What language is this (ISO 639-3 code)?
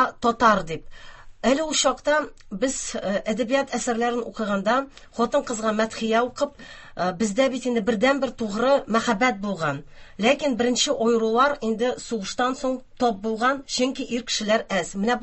tat